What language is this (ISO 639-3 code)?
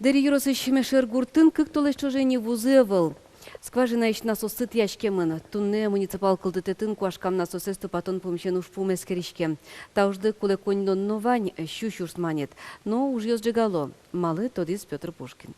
udm